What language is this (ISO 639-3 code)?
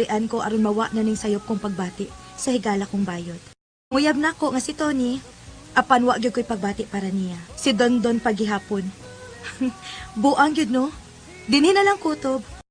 ceb